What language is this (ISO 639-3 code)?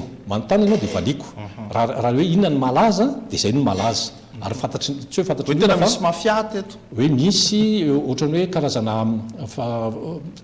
mlg